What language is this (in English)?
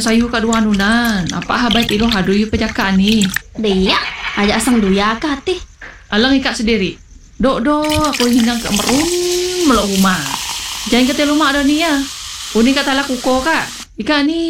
Malay